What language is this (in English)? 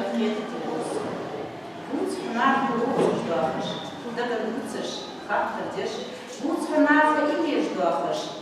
Ingush